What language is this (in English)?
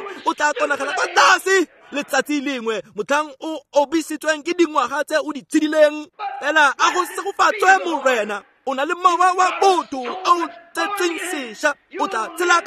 Tswana